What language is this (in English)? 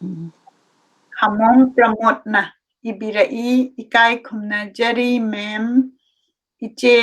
Manipuri